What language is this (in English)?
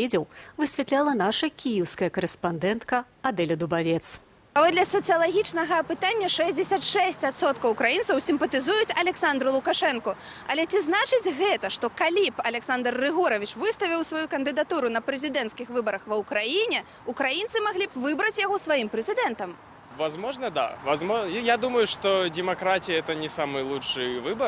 Belarusian